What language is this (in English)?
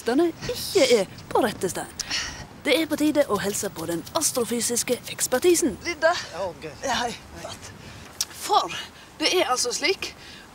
Norwegian Bokmål